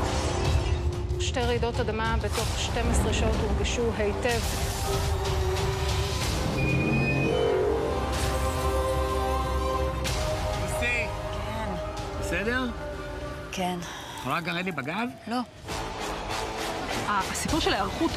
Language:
Hebrew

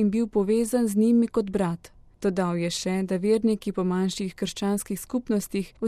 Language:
Slovenian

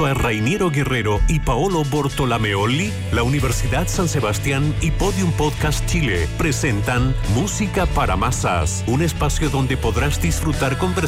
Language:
Spanish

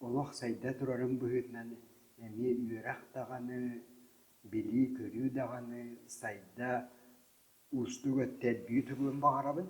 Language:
Yakut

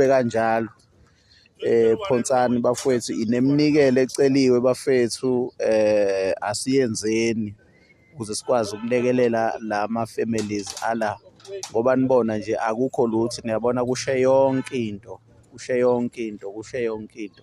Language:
Zulu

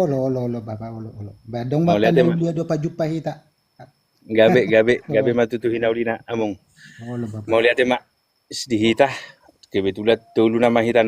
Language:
Batak Toba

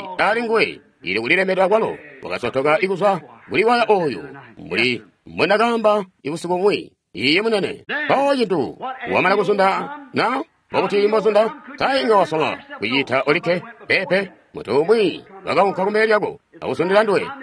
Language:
Tonga (Zambia)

